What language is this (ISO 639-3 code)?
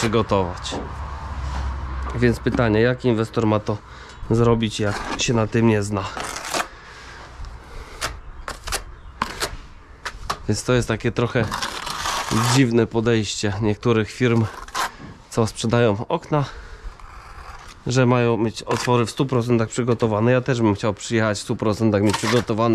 pol